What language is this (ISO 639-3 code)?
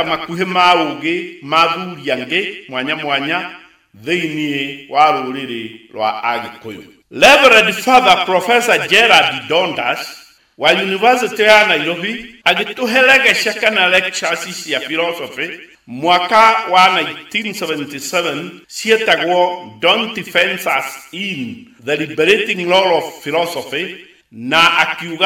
kik